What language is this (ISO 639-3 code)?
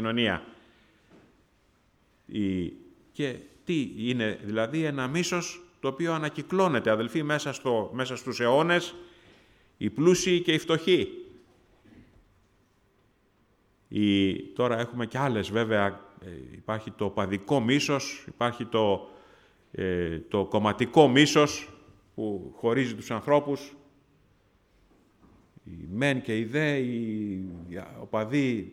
ell